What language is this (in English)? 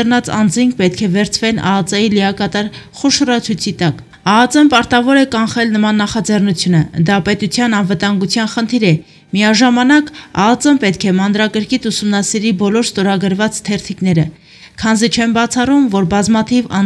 Armenian